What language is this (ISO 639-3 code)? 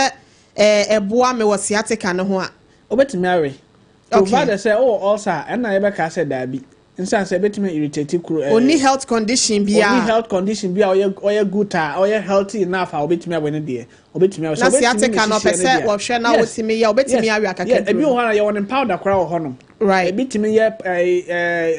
aka